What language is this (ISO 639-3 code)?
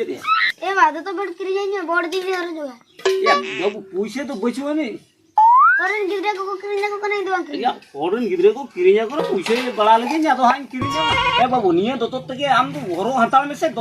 sat